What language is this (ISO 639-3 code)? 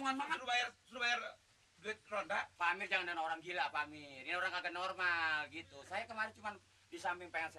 bew